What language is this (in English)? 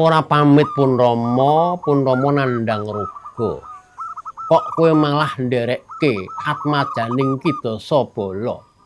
Javanese